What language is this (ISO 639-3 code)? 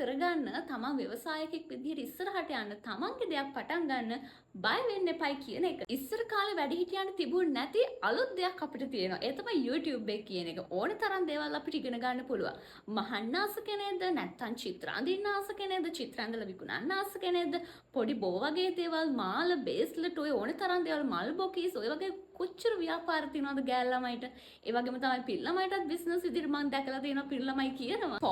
sin